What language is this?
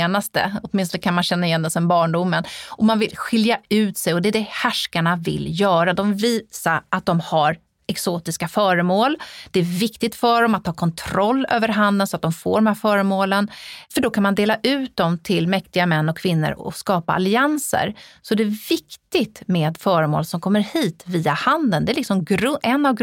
Swedish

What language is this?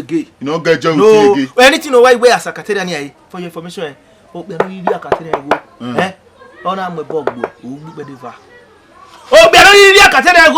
Bini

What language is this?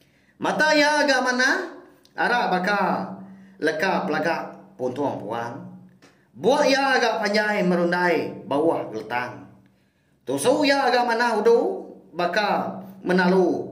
Iban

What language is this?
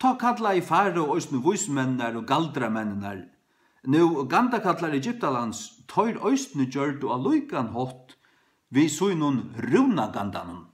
Faroese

